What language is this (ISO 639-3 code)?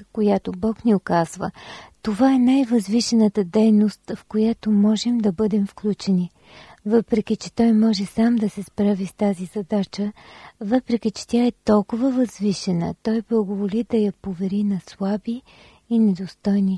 bul